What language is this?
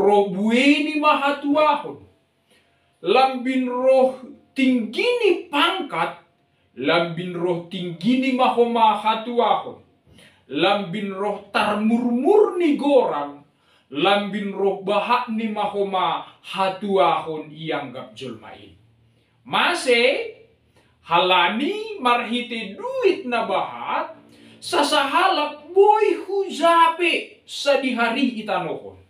Batak Simalungun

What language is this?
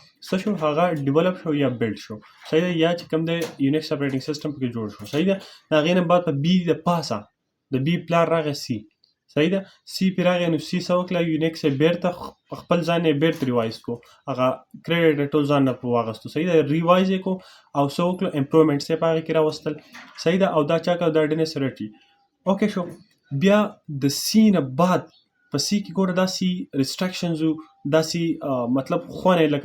Pashto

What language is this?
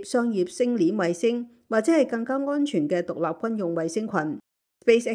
Cantonese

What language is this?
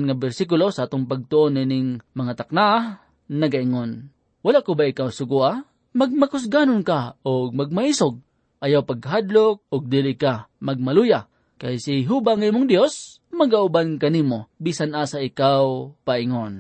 Cebuano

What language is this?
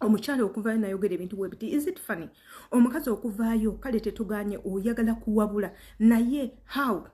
Ganda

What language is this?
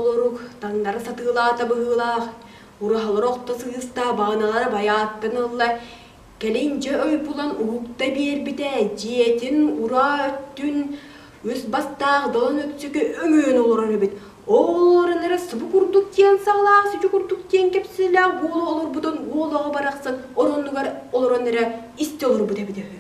Yakut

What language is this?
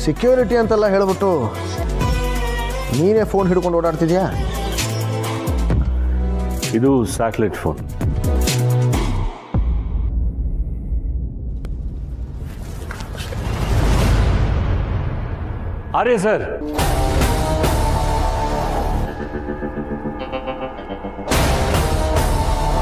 Kannada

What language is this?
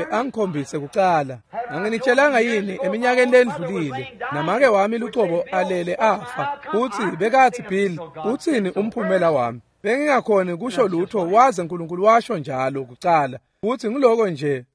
Swati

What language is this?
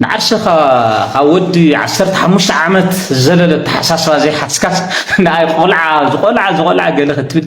Tigrinya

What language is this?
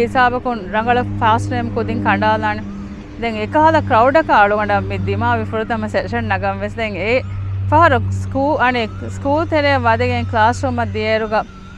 Divehi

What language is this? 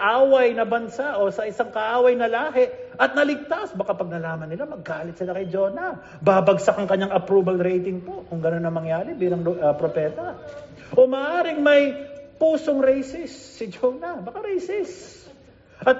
Filipino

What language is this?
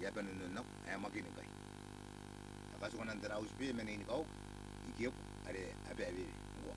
Gilbertese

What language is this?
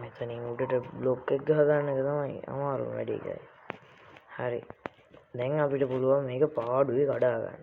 Sinhala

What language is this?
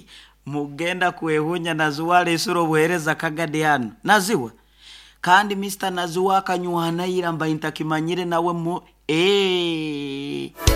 Nyoro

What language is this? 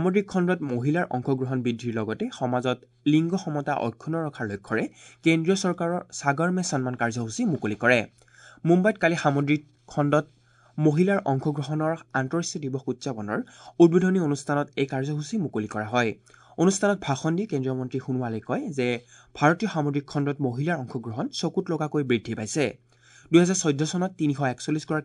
Assamese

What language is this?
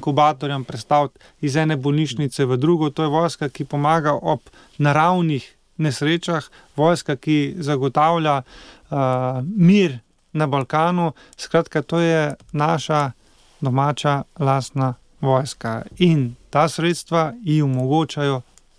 Slovenian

